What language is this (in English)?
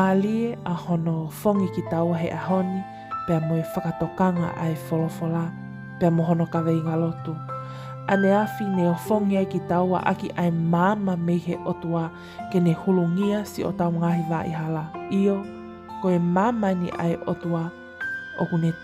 Tongan